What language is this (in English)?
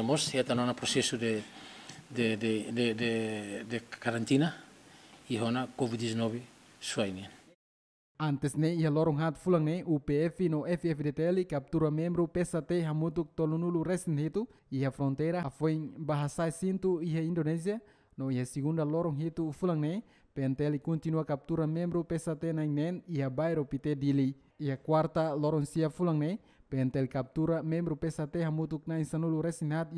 Tetum